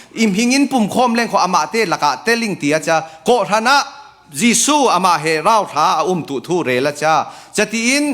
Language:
Falam Chin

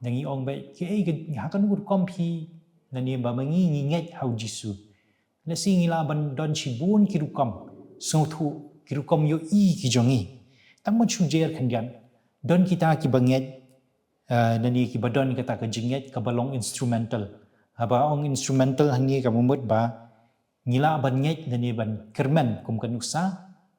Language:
Khasi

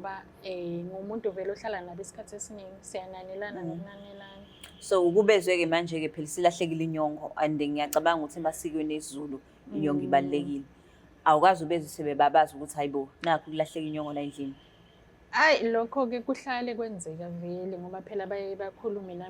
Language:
Zulu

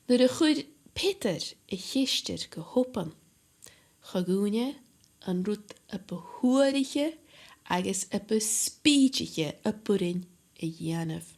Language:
Scottish Gaelic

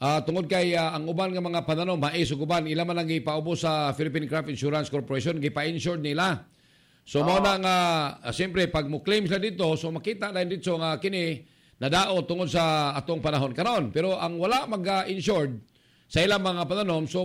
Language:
Cebuano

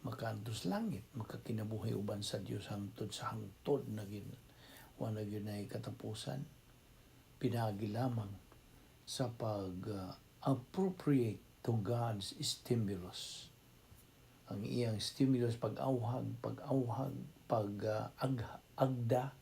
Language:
Cebuano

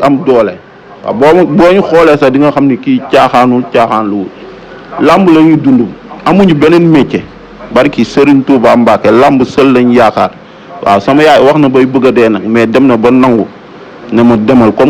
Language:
Wolof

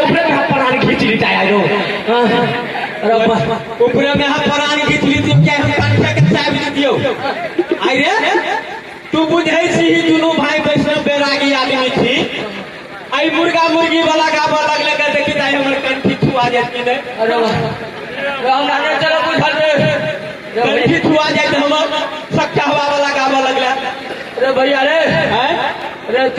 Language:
Maithili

